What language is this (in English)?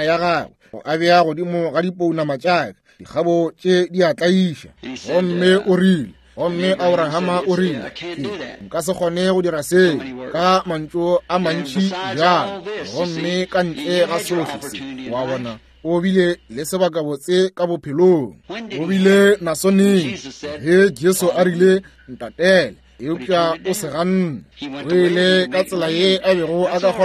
Northern Sotho